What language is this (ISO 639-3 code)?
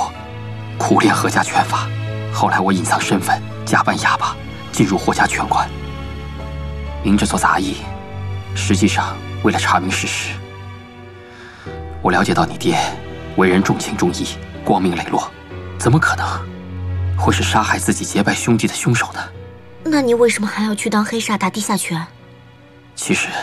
zho